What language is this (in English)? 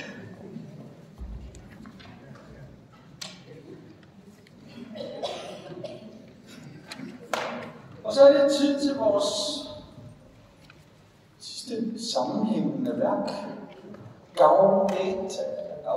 Danish